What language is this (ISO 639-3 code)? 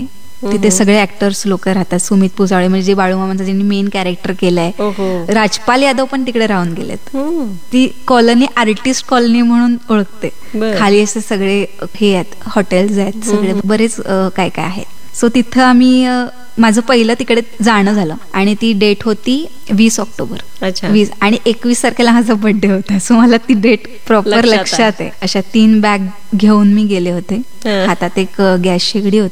mar